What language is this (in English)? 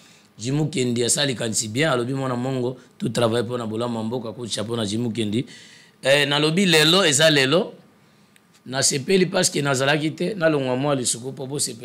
Lingala